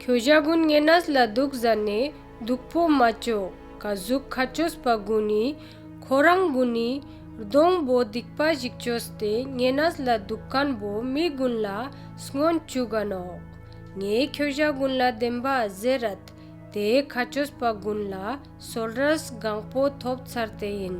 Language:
Ladakhi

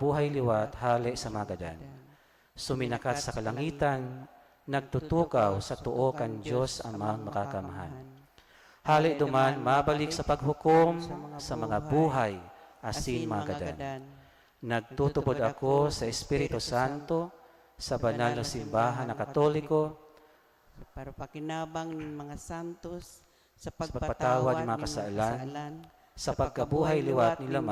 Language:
Bikol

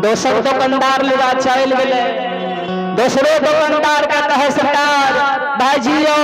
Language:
Maithili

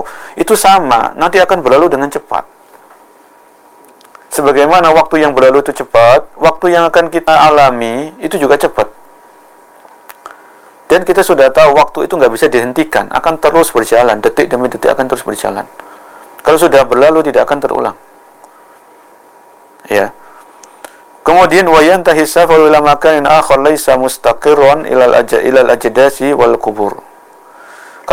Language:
Indonesian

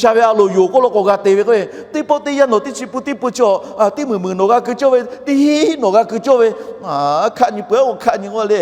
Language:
Lahu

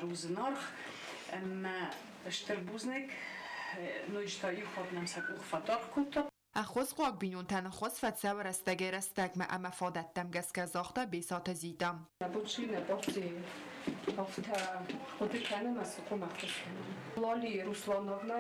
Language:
Ossetic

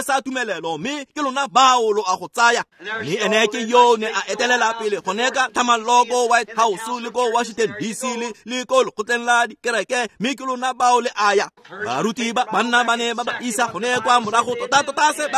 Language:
Tswana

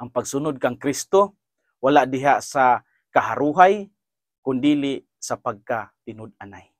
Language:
Cebuano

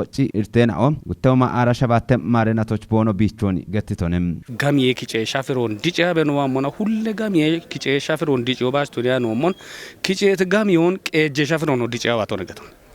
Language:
Kafa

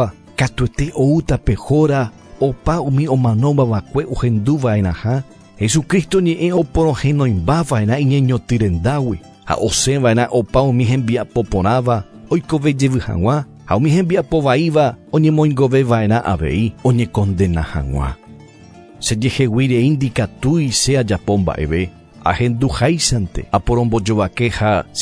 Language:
Guarani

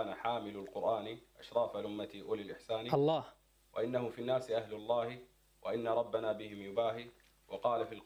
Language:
Arabic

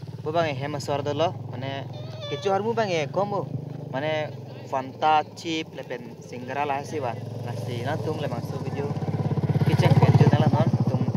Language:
Karbi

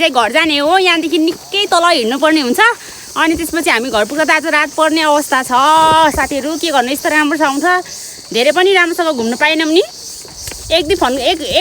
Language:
Nepali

